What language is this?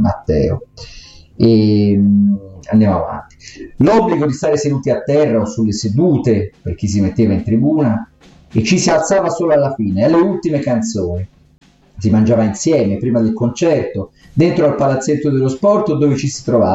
Italian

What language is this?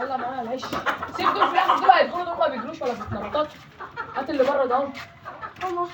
Egyptian Arabic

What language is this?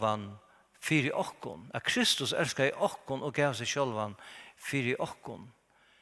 Faroese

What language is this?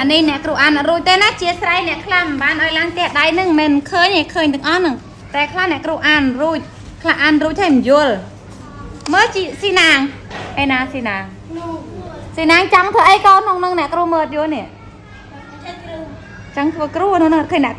Khmer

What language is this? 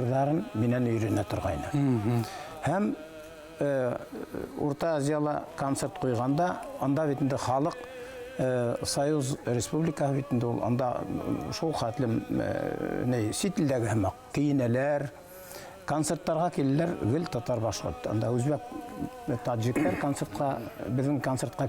Bashkir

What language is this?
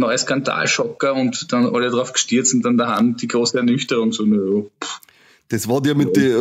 Bavarian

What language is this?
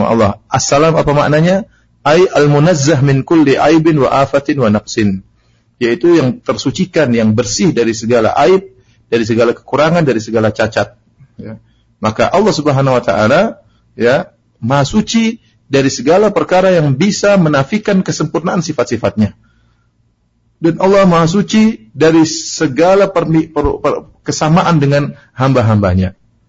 Indonesian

